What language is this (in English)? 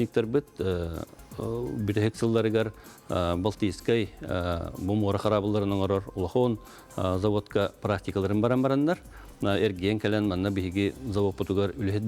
Yakut